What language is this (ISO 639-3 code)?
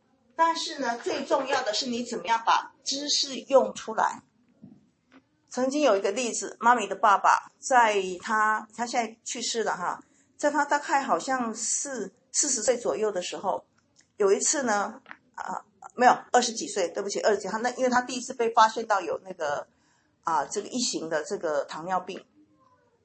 zho